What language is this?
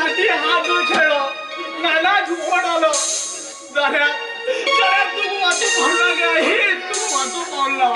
Konkani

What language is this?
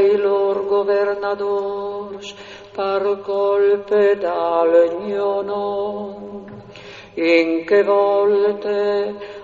Friulian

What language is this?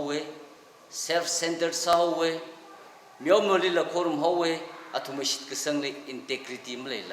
Tangkhul Naga (India)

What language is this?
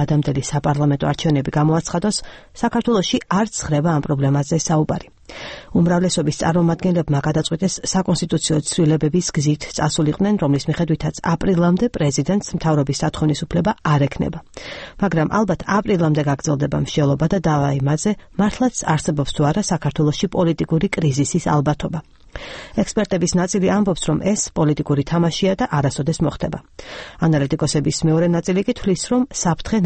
Georgian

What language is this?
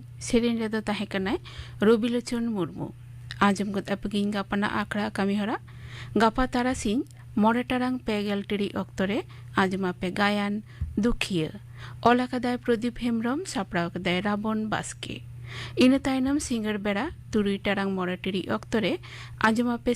Santali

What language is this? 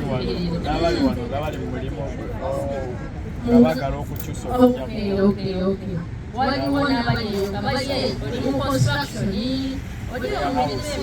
Soga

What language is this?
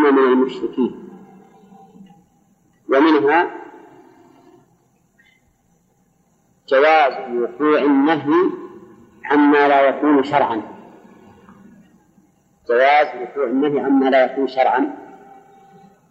Arabic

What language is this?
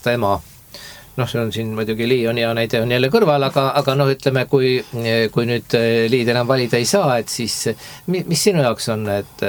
Estonian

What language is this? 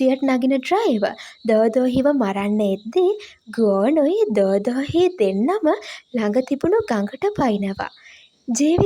Sinhala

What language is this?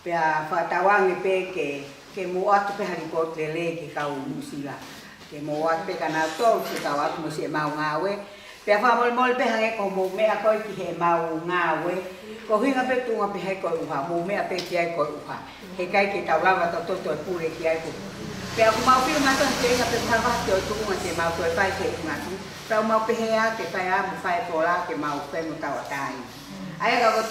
Tongan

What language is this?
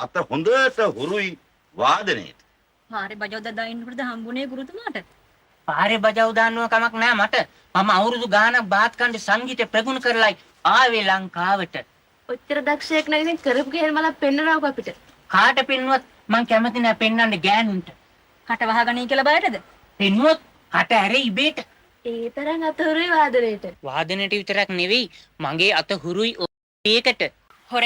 Sinhala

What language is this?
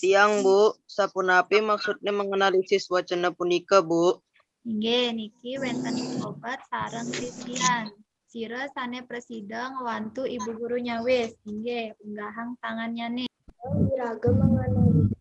Balinese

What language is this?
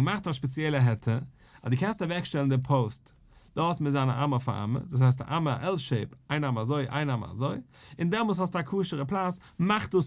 Yiddish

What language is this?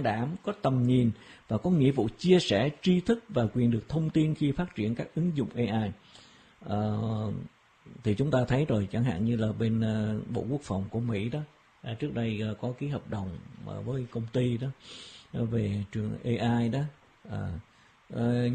Vietnamese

